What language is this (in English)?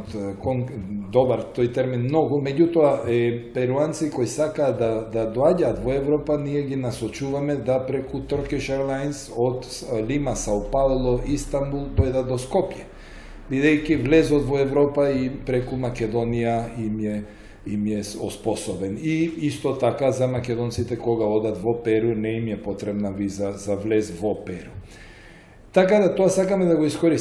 Macedonian